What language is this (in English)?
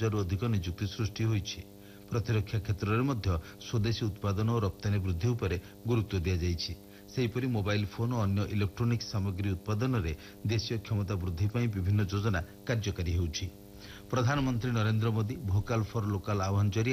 Odia